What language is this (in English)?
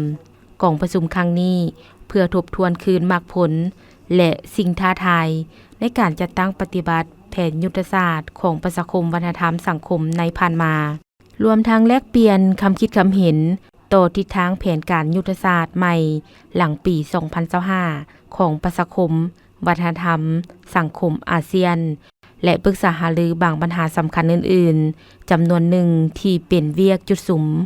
Lao